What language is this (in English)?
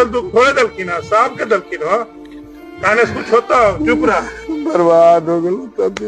Magahi